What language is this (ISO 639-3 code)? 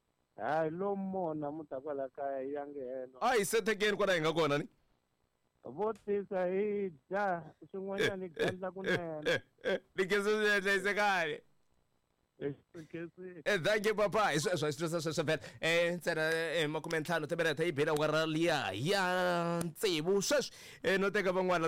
tso